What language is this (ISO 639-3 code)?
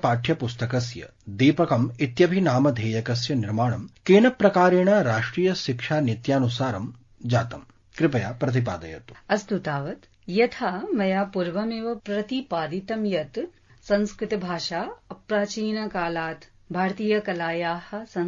san